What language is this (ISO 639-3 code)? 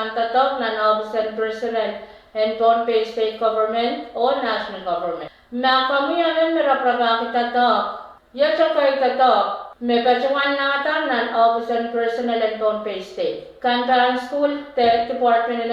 pon